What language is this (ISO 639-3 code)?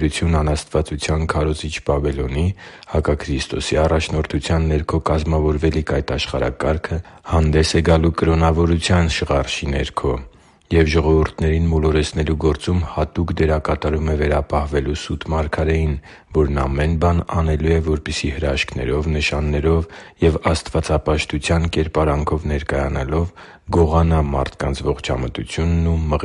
hye